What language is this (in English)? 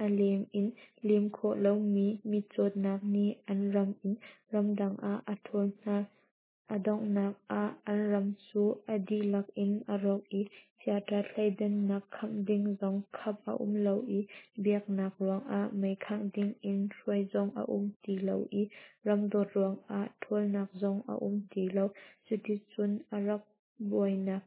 Hakha Chin